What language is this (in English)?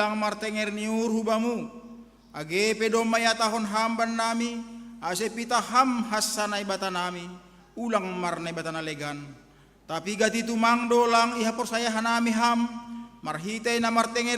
Batak Simalungun